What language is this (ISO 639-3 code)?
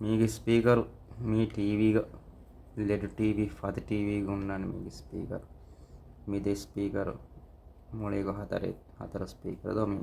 div